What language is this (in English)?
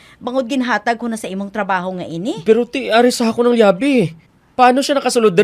Hiligaynon